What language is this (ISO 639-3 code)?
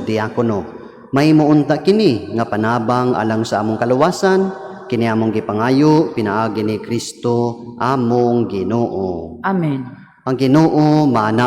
ceb